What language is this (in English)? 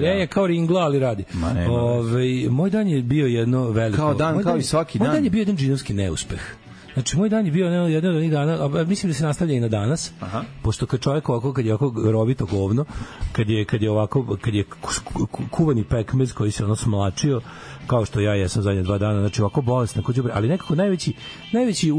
Serbian